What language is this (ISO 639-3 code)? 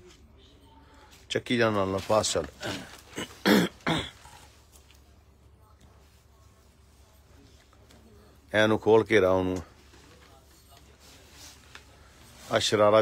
pan